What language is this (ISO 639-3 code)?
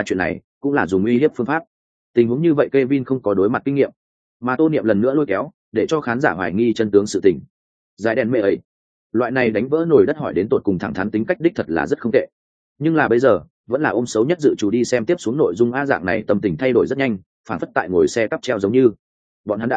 vie